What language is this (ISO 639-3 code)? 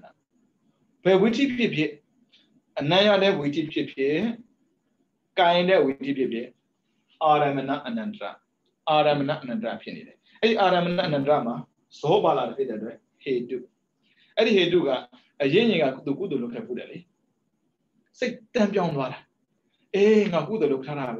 mya